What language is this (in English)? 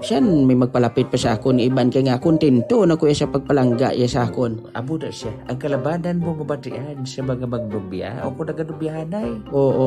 Hiligaynon